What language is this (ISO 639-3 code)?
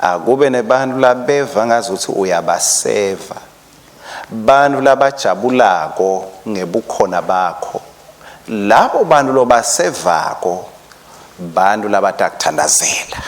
ssw